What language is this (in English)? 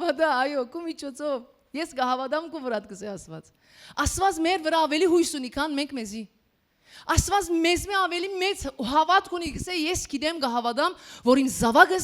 Western Armenian